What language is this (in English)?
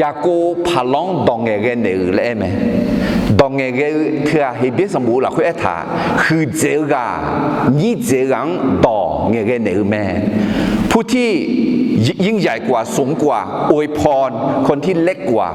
Akha